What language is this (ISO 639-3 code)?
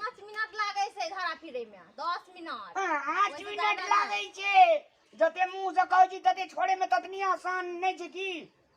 mai